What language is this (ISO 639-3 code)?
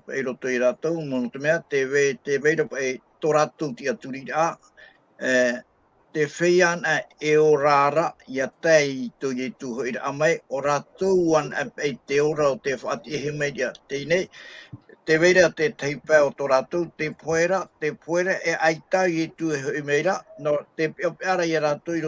tah